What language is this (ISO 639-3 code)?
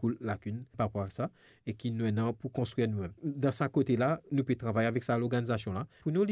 mfe